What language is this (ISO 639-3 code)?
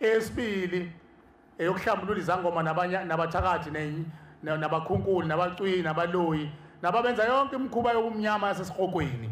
zul